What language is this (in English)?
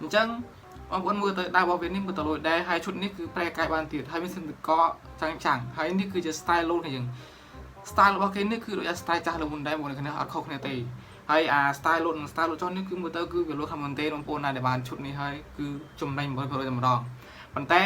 Khmer